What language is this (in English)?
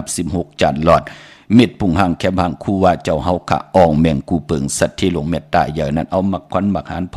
Shan